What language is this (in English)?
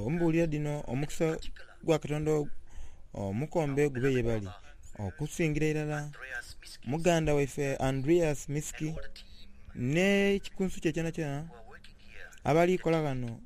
Soga